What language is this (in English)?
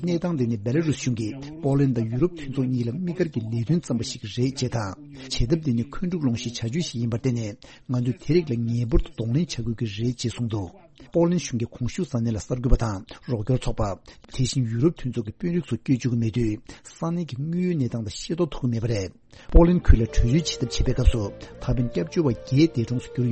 Tibetan